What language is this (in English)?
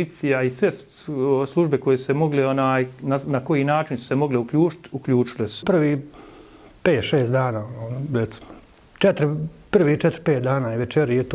Bosnian